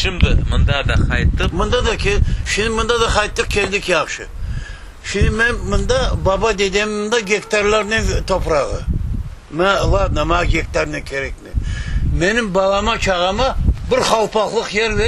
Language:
Crimean Tatar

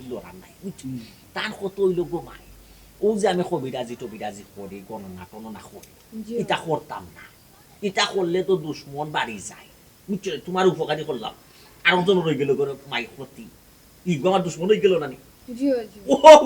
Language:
Sylheti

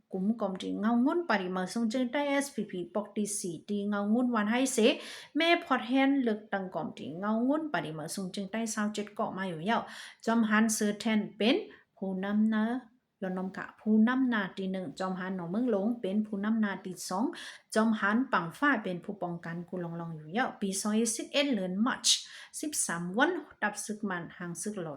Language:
Shan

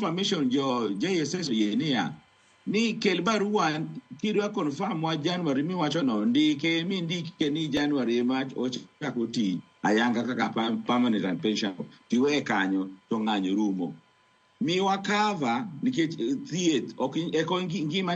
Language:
Luo (Kenya and Tanzania)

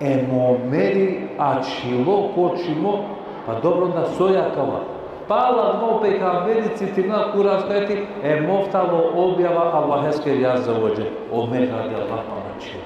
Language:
Balkan Romani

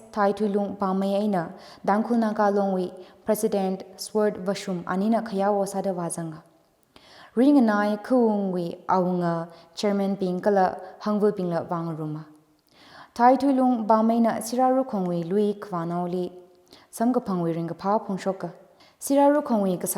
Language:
Tangkhul Naga (India)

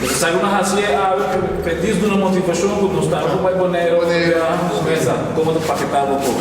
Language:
Papiamento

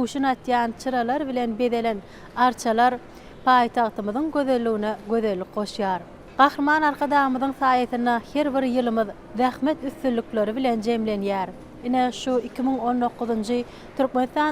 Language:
Turkmen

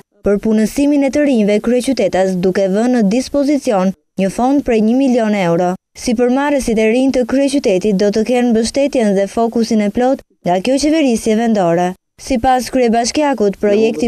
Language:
Albanian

